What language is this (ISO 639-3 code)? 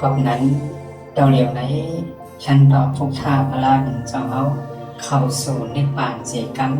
shn